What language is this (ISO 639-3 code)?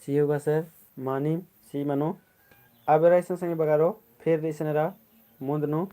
kru